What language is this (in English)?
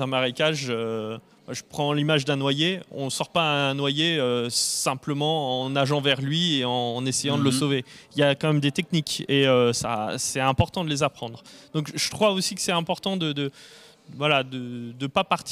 French